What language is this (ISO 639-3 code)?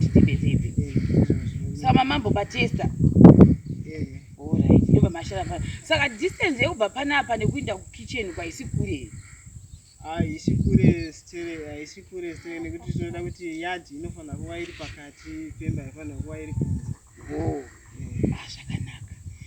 sna